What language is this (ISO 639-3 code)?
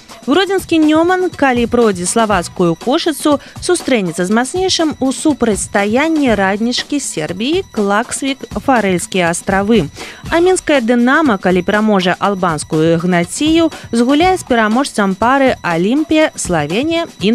bel